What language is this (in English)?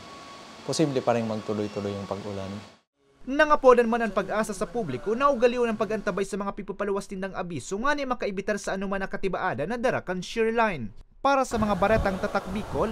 Bikol